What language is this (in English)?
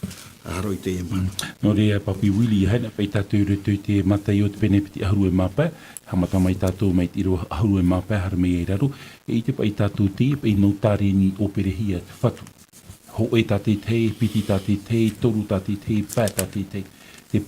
Tahitian